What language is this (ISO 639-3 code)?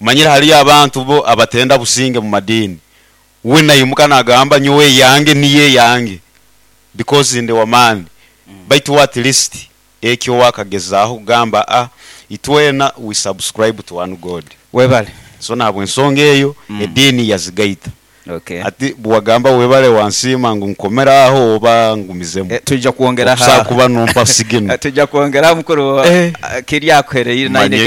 nyo